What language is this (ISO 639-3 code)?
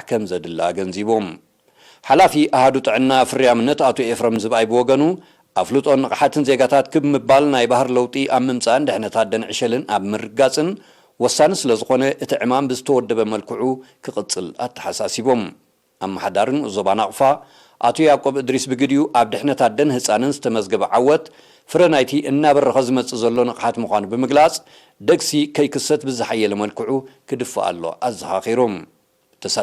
tir